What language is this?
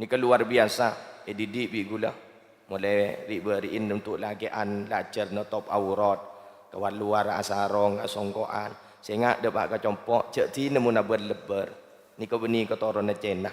Madurese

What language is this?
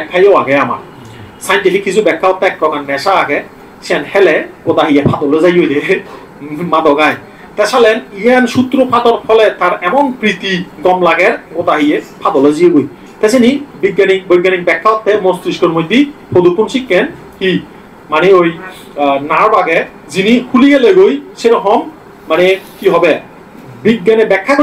Chakma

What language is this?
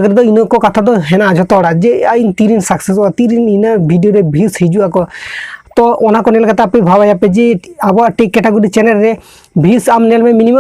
Santali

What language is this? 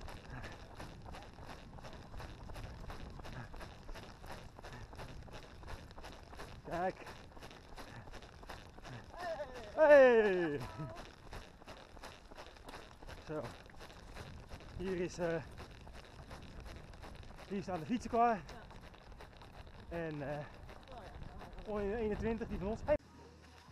Dutch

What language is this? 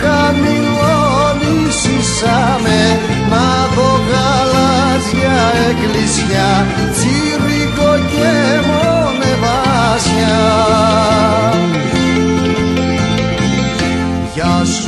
Greek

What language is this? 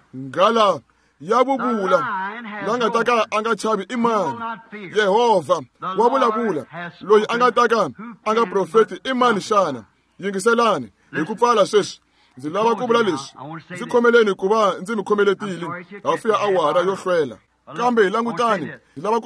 Tsonga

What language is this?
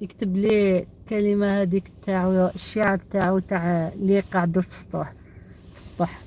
Algerian Arabic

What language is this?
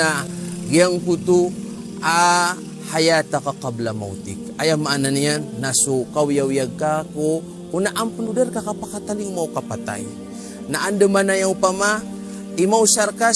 Maranao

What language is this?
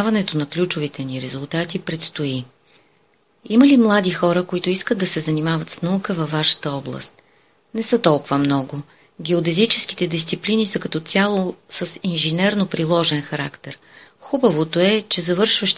Bulgarian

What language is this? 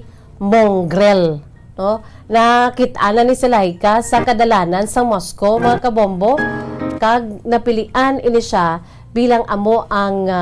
Hiligaynon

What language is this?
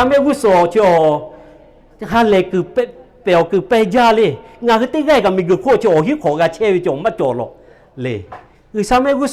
Lahu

